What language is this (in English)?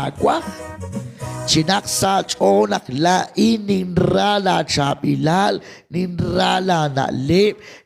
Kekchí